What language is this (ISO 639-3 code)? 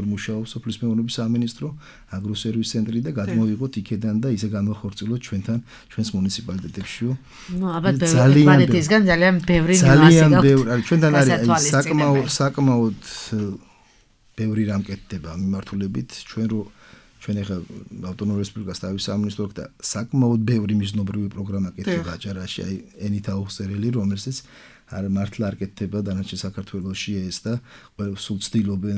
kat